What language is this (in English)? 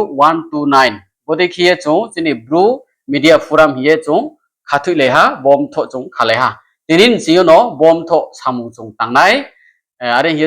Riang (India)